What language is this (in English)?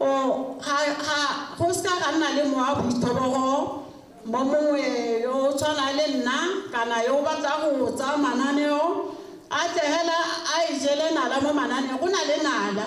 Tswana